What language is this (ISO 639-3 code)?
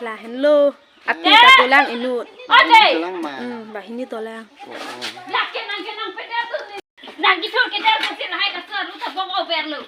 mjw